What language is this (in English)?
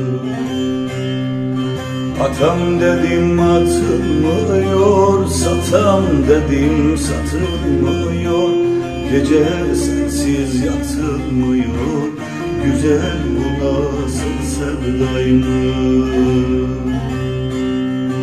Turkish